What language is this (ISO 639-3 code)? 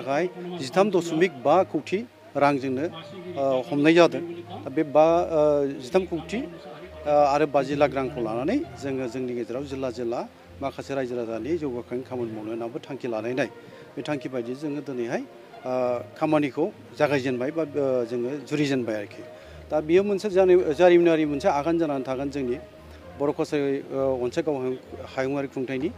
brx